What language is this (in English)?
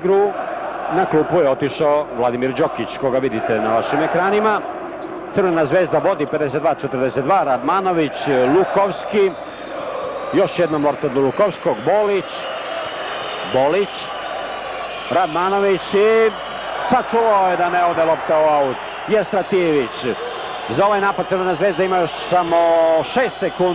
Serbian